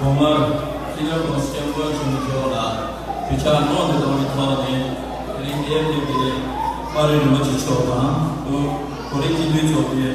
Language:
Tibetan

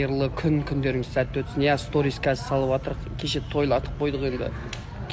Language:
Kazakh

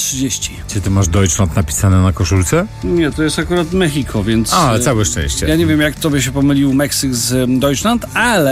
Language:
Polish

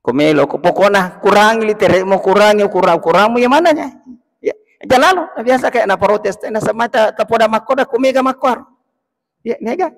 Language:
Buginese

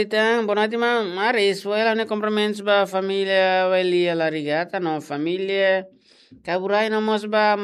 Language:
Tetum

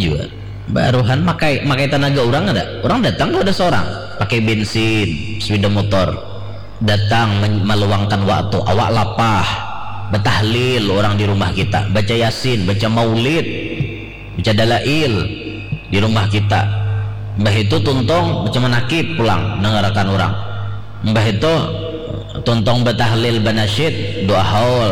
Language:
Banjar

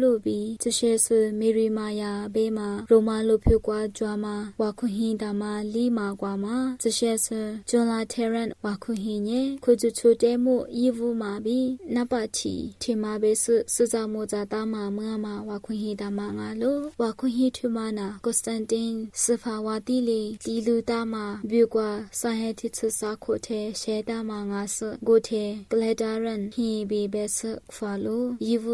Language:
Lisu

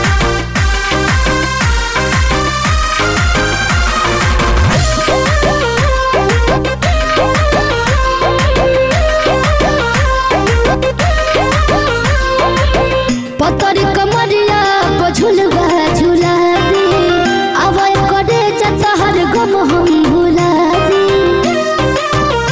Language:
Bhojpuri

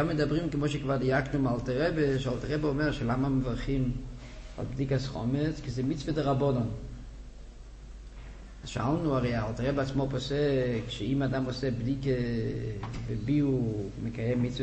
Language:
Hebrew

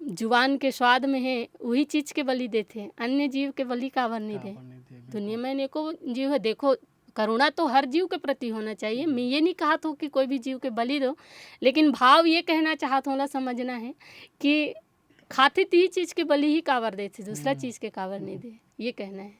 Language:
Chhattisgarhi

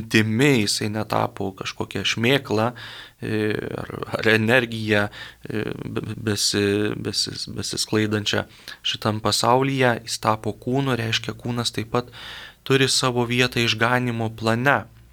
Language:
Lithuanian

